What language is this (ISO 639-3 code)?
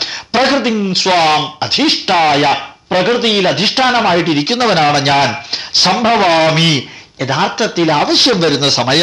mal